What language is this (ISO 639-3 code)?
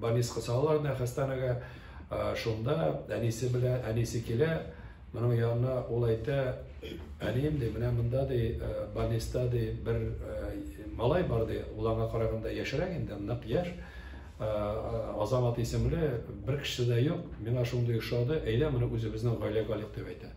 tat